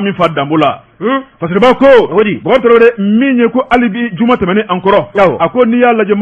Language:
Bambara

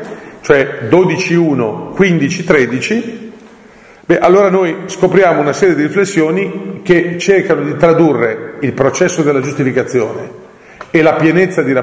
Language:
Italian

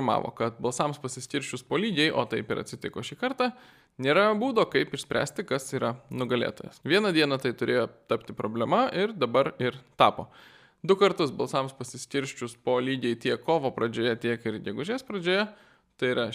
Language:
Lithuanian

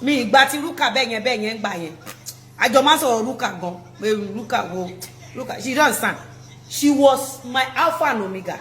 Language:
Yoruba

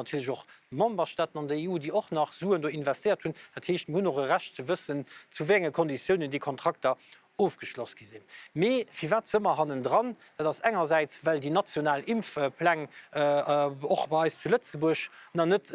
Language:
Luxembourgish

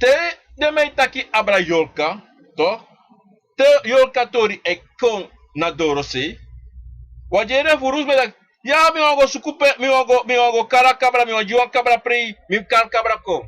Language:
Sranan Tongo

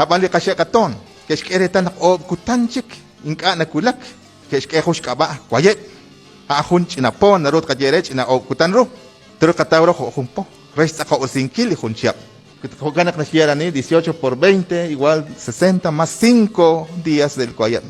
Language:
Kekchí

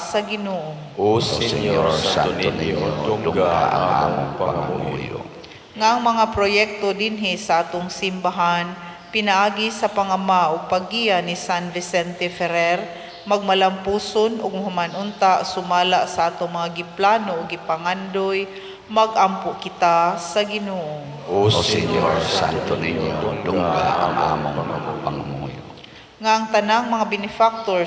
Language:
Cebuano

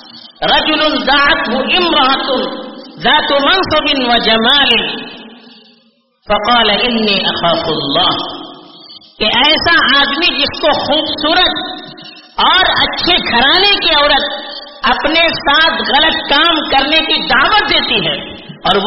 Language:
Urdu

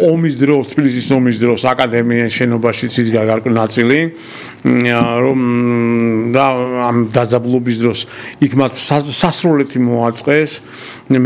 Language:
Georgian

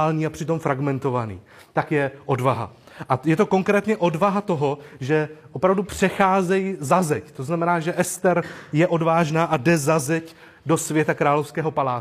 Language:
Czech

